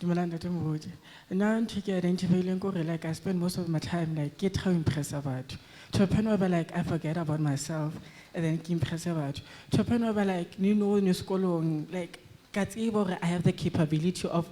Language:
Southern Sotho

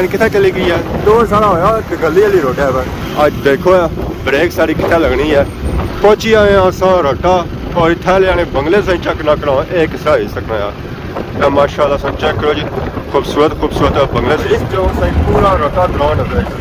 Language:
Pahari-Potwari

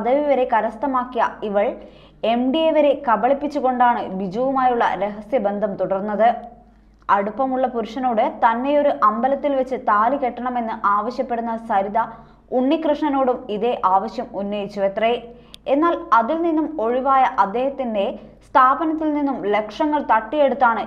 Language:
Malayalam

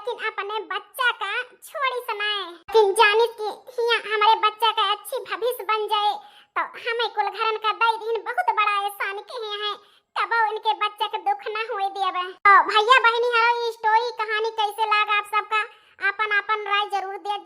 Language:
Awadhi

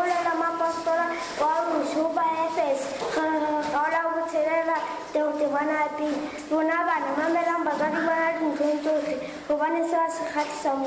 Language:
Southern Sotho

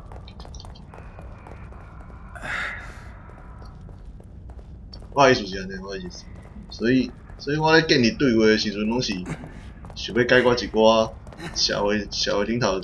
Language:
Min Nan Chinese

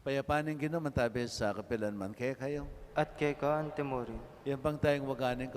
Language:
Pampanga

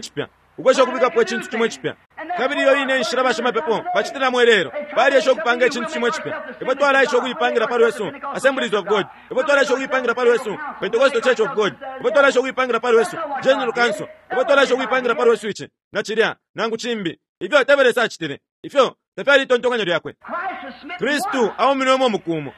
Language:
Bemba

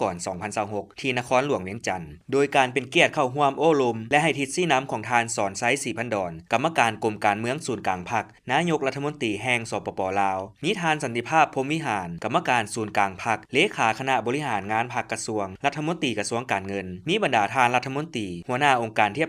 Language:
Lao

